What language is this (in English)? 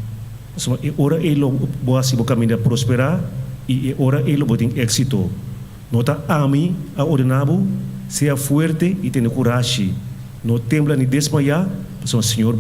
Papiamento